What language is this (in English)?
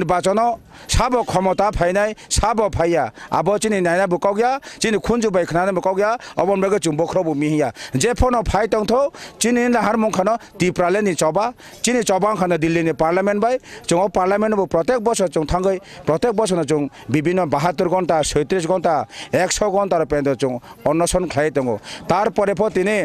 Kok Borok